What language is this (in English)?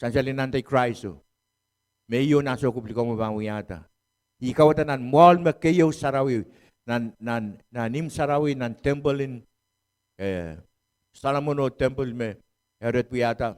Pohnpeian